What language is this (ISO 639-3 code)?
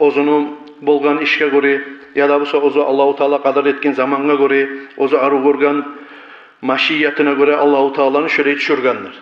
kum